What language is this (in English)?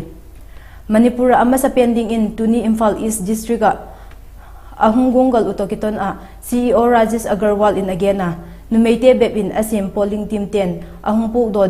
Vaiphei